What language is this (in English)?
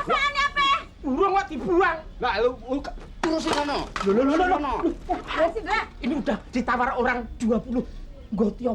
Betawi